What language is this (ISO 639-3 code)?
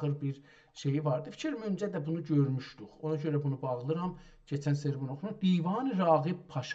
azb